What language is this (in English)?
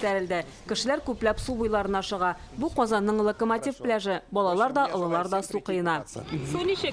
Tatar